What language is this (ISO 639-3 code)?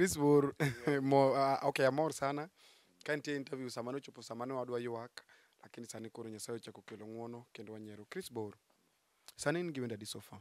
luo